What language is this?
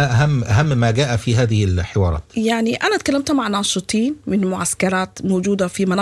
Sudanese Arabic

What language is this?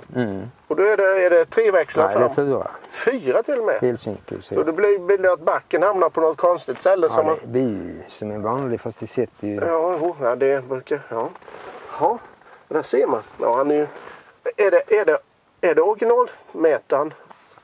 Swedish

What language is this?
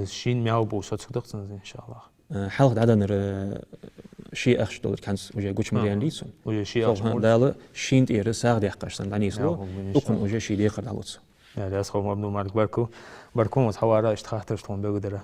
Ingush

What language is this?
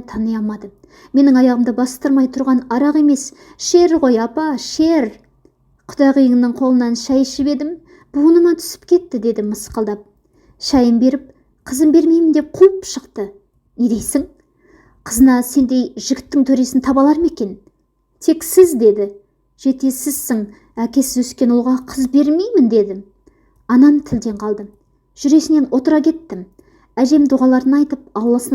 Kazakh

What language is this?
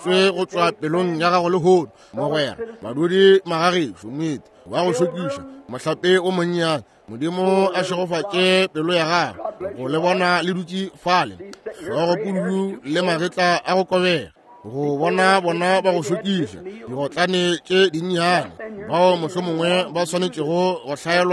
Northern Sotho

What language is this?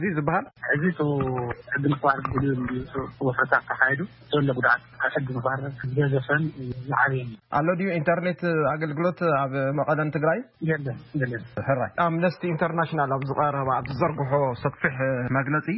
Tigrinya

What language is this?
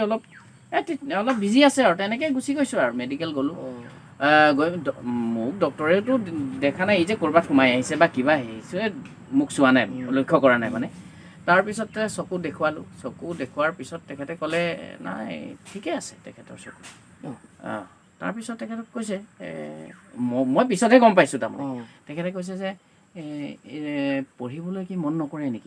Assamese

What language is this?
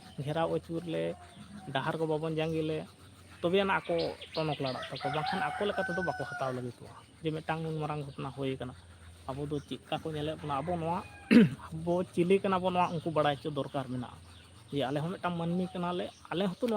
Santali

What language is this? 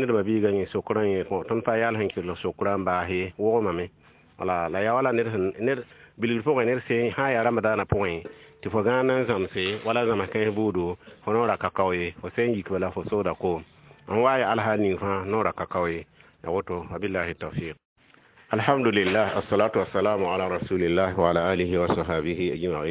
Mossi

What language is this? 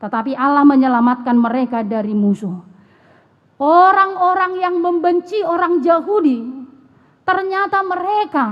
Batak Toba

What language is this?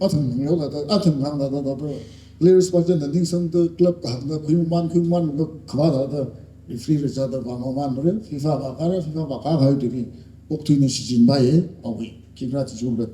Tangkhul Naga (India)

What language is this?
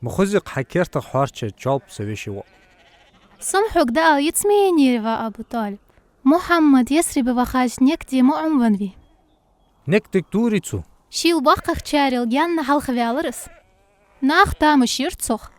Ingush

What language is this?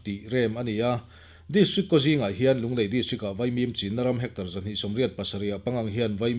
Mizo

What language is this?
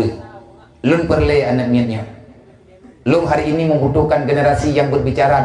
Achinese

